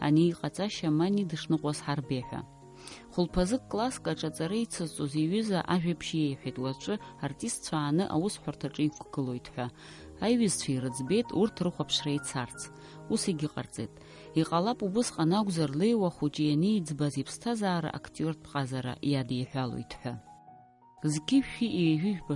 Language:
Abkhazian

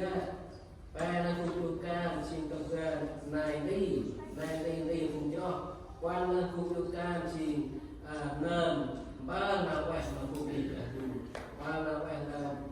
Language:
Central Mnong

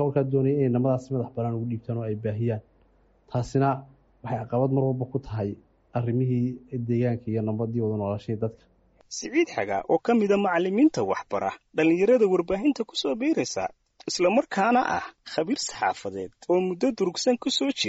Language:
Somali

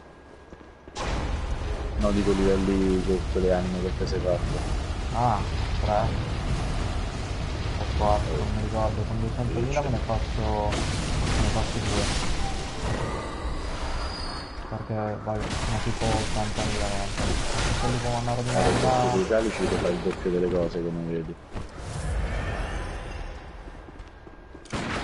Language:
Italian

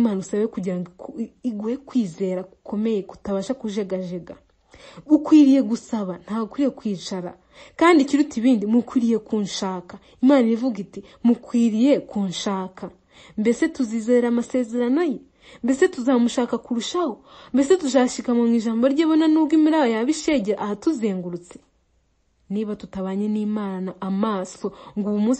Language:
Kinyarwanda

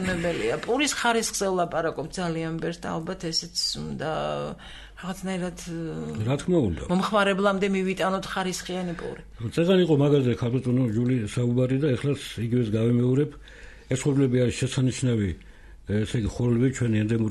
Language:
Georgian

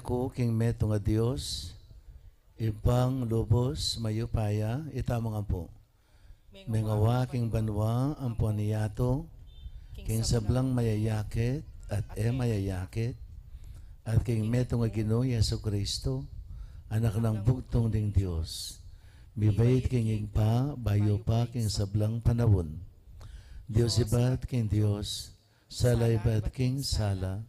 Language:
Pampanga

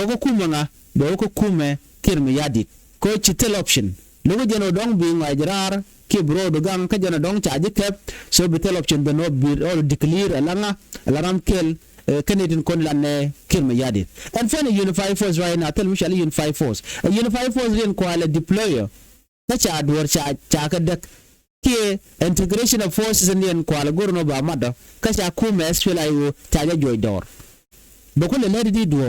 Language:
Nuer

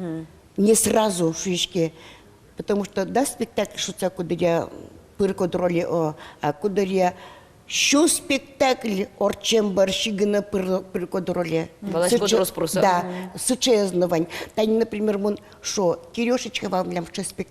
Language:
Udmurt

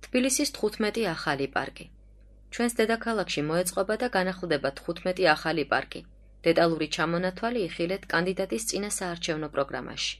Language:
Georgian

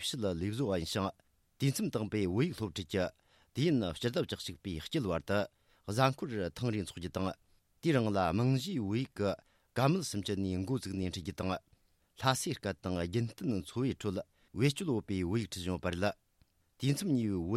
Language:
Tibetan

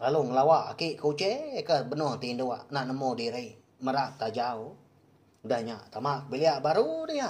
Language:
Iban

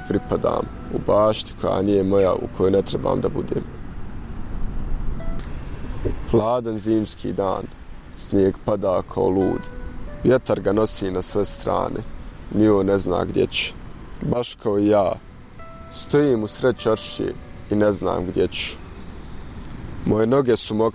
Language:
Bosnian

